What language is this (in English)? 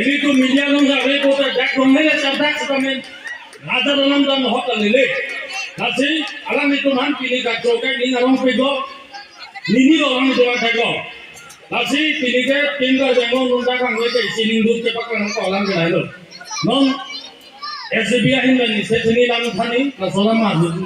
Karbi